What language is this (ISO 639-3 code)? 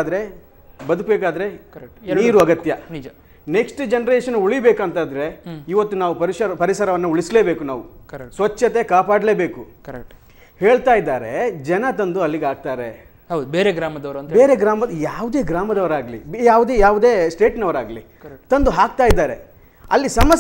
kan